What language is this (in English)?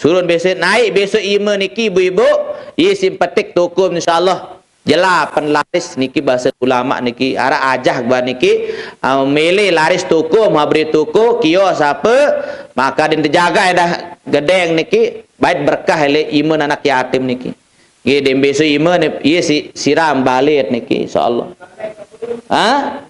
Sasak